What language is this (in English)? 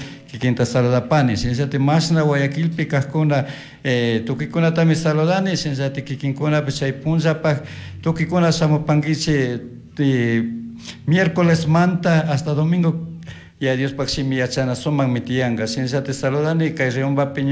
Chimborazo Highland Quichua